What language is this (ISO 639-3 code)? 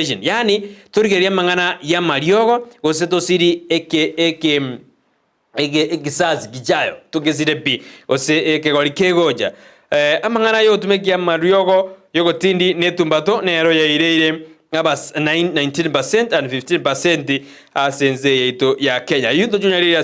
guz